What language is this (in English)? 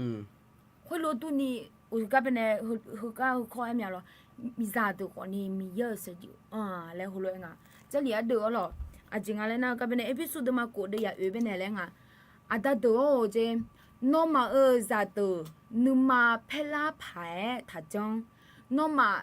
Akha